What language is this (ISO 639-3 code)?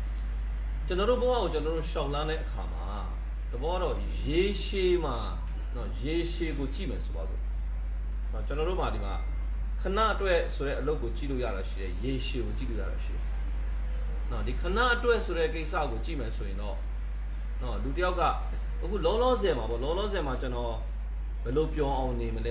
mya